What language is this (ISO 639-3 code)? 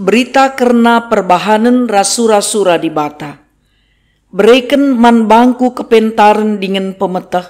btx